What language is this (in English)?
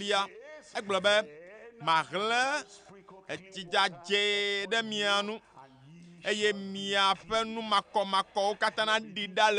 Ewe